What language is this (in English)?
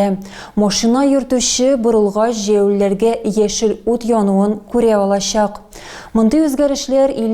Tatar